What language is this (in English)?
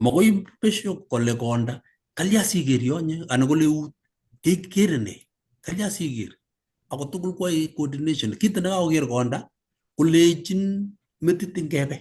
Kalenjin